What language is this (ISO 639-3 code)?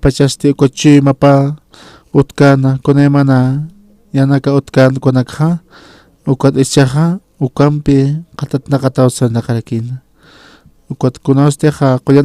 aym